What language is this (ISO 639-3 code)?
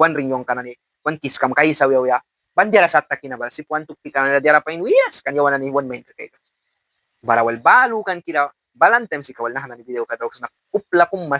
miq